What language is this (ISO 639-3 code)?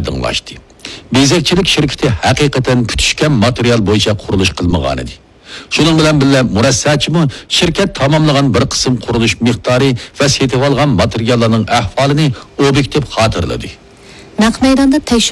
uig